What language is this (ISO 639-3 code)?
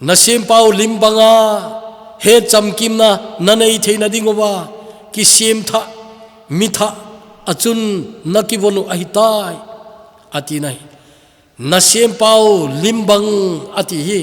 tcz